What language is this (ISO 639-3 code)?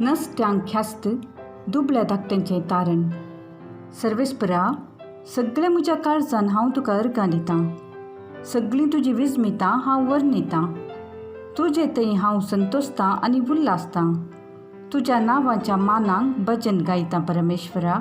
kok